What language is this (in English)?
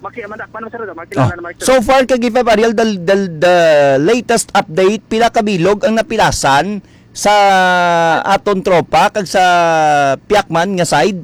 Hiligaynon